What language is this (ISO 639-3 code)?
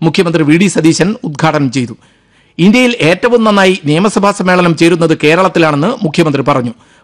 mal